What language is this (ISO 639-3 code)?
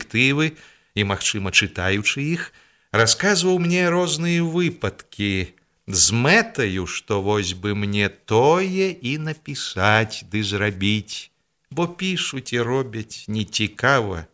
bel